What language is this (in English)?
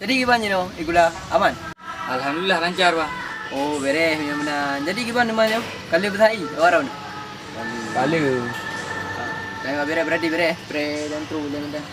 Achinese